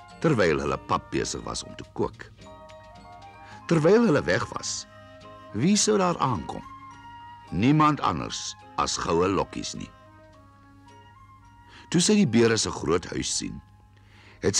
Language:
Afrikaans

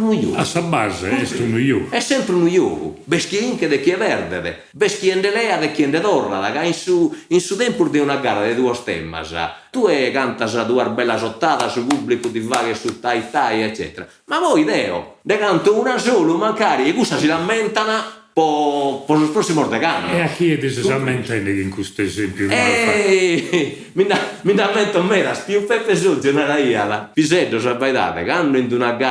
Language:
Sardinian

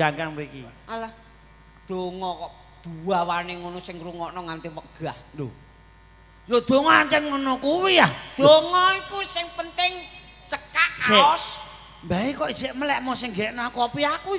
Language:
Javanese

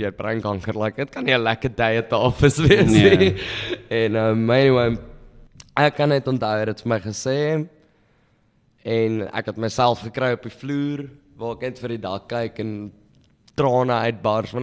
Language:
Afrikaans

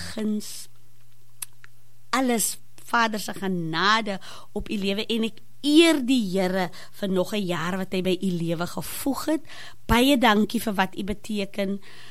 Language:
Afrikaans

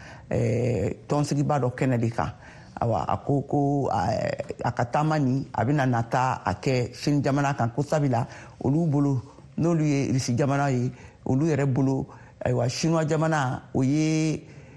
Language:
Bambara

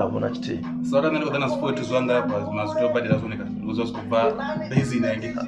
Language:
Venda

